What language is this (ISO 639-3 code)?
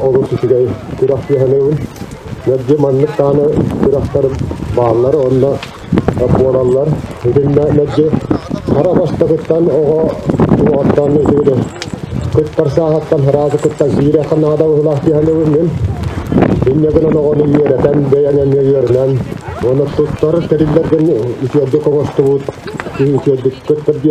sah